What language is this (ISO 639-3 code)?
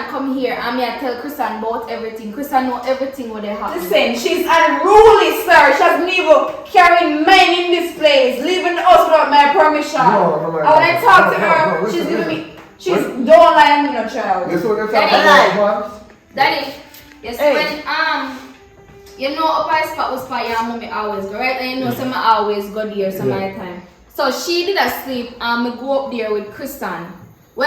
jam